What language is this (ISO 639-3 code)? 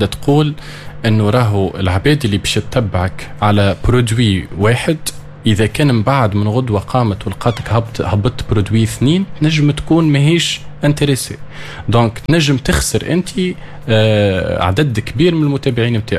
aeb